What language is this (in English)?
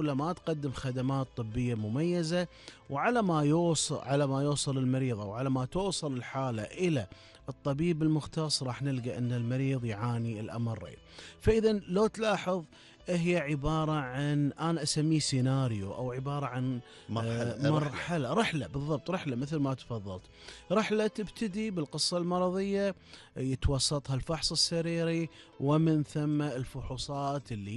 Gulf Arabic